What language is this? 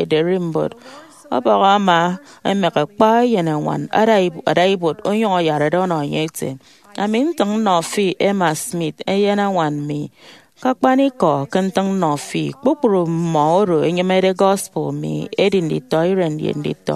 Efik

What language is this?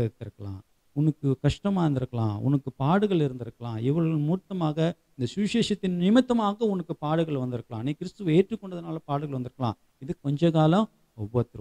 Tamil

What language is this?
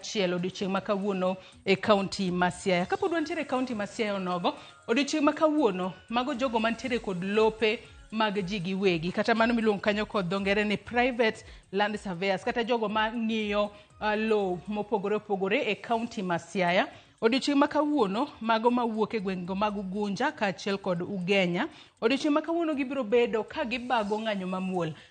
Luo (Kenya and Tanzania)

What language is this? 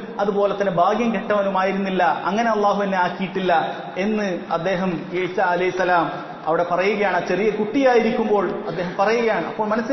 Malayalam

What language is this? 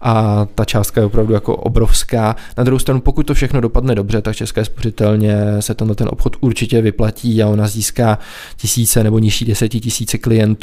Czech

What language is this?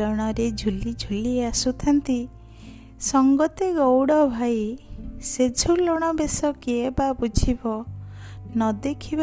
Odia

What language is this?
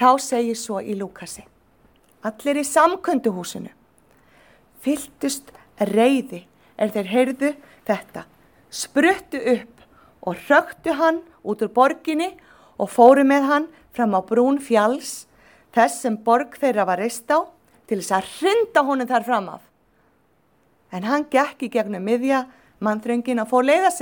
Icelandic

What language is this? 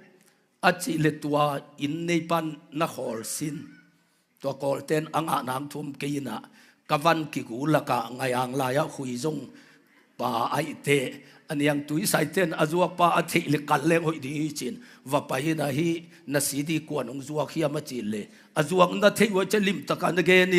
Tedim Chin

